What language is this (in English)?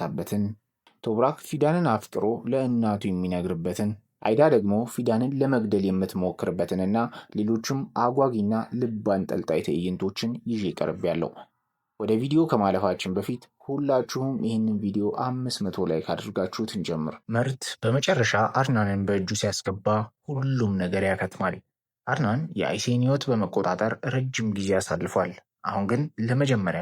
Amharic